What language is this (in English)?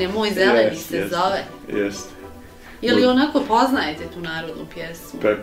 Bosnian